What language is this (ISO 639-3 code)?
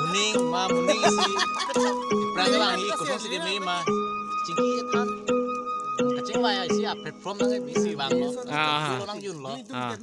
mjw